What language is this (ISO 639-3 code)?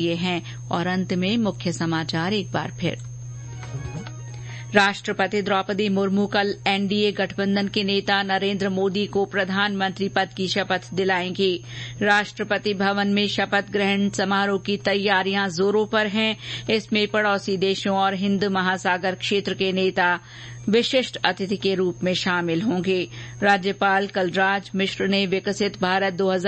hin